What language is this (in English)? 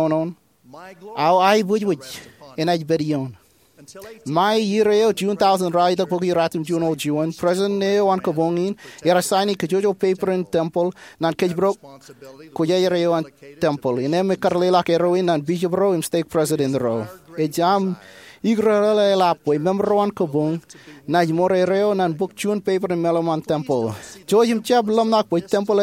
Marshallese